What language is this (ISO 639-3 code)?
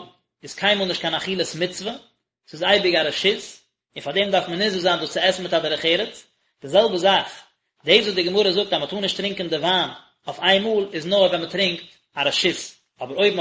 yid